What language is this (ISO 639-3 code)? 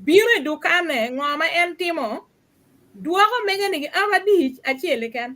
ach